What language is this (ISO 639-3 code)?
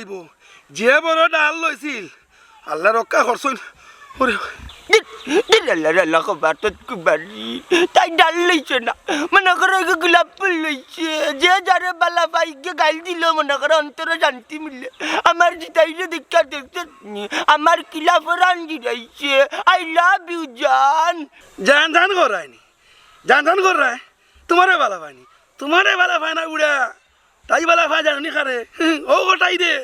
syl